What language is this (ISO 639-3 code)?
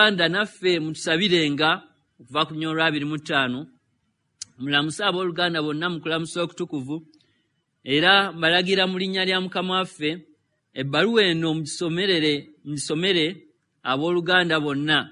lug